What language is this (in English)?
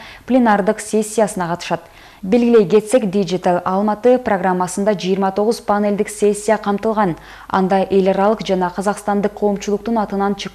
Kyrgyz